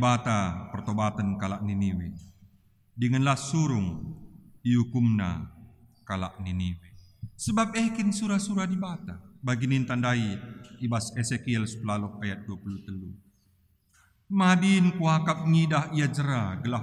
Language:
Batak Karo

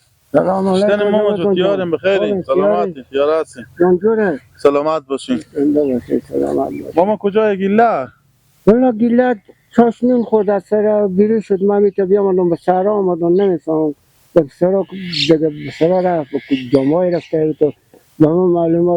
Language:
Persian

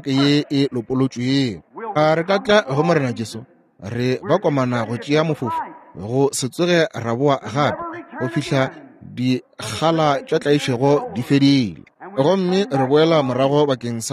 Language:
Northern Sotho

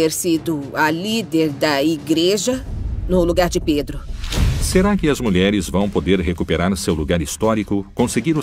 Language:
Portuguese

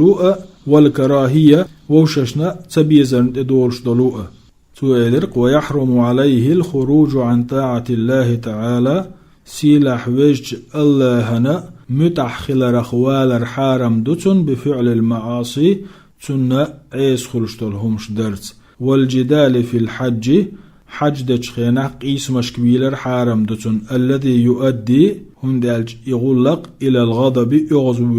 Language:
Chechen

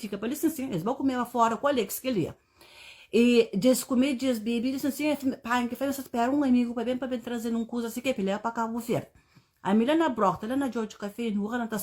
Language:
Kabuverdianu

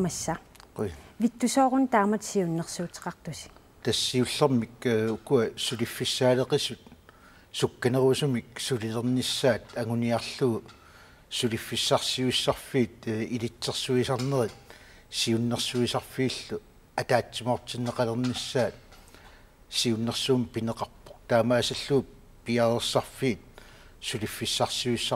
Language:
Kalaallisut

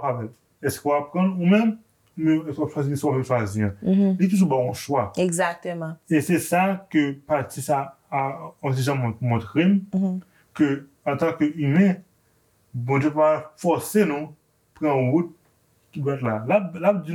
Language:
Haitian Creole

